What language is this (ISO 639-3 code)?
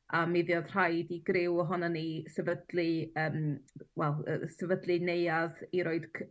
cym